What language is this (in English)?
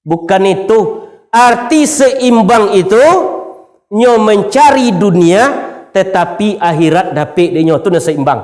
Minangkabau